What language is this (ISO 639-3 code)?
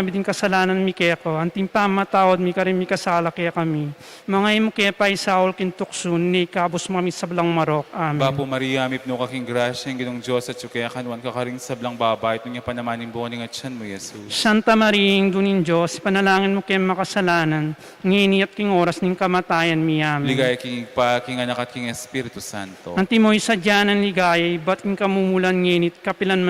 pam